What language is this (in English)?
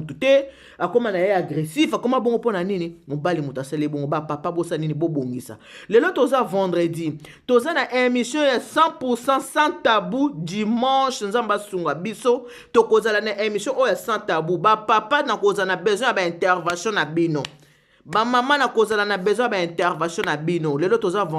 Lingala